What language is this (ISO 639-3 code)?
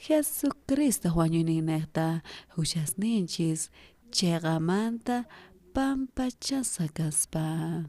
quh